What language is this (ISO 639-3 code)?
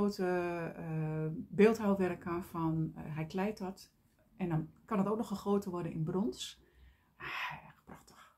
nld